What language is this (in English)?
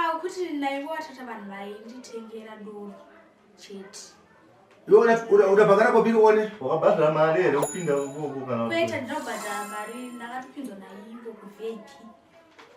Shona